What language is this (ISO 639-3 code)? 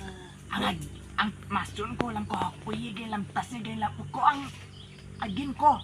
min